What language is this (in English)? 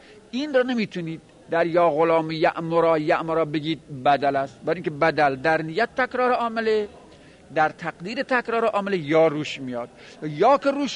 Persian